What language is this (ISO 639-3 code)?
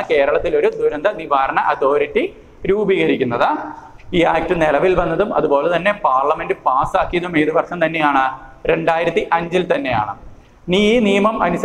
mal